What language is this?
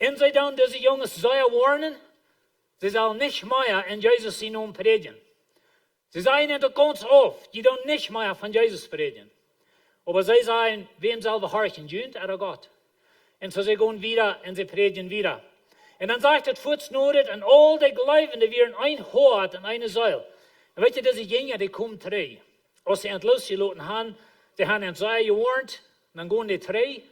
Plautdietsch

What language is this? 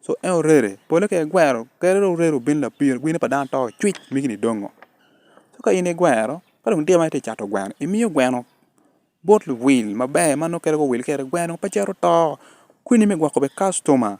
Acoli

